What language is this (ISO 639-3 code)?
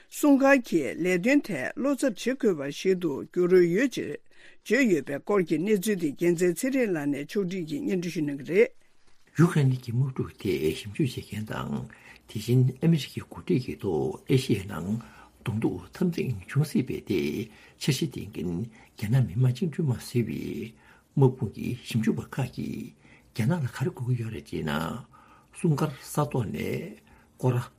bod